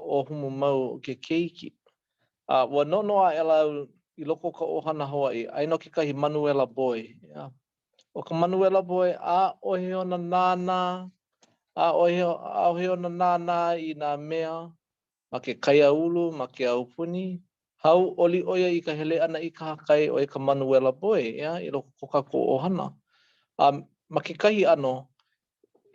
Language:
Hawaiian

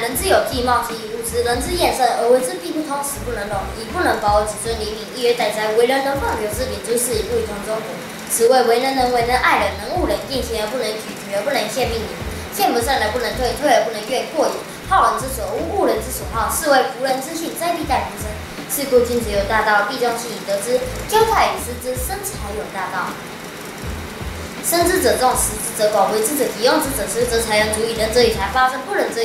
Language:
Literary Chinese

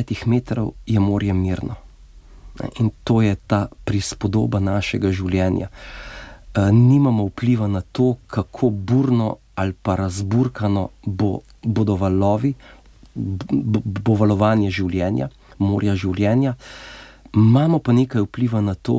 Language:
Slovenian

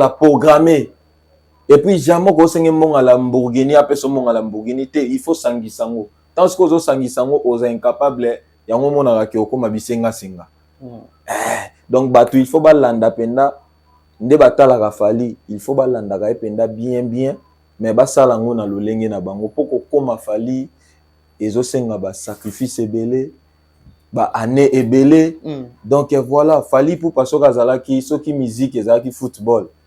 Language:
Lingala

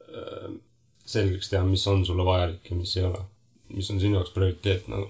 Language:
Estonian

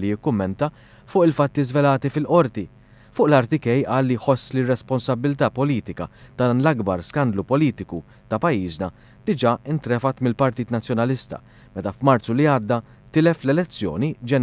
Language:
Maltese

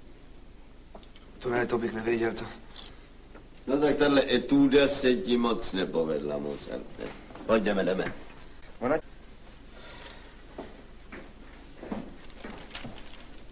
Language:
Czech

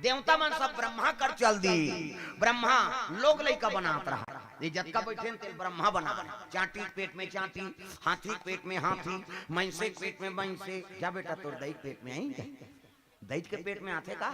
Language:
Chhattisgarhi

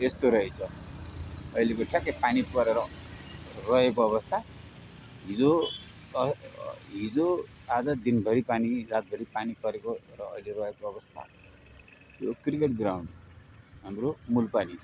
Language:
Nepali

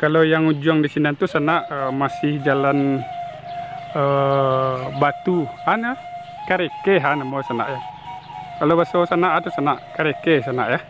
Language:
Minangkabau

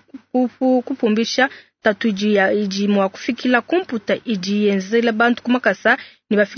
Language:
Luba-Lulua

